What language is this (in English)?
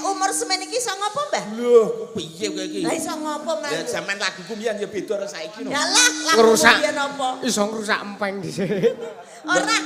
Javanese